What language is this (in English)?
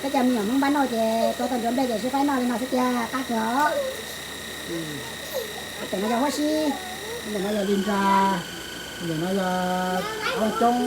Hmong